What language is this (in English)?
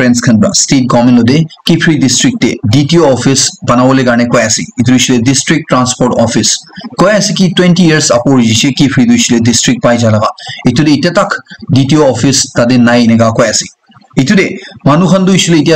Naga Pidgin